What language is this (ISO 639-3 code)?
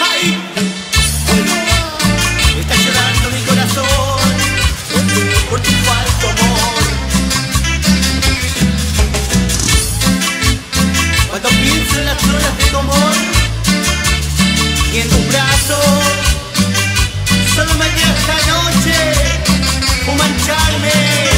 spa